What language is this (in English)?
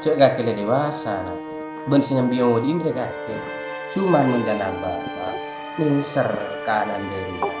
Madurese